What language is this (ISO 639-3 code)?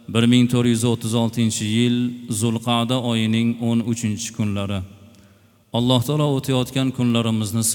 uzb